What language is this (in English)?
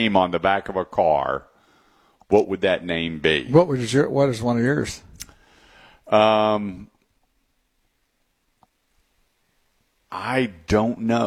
English